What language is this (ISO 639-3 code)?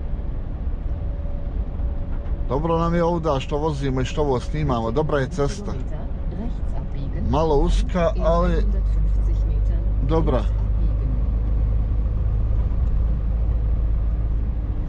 hrv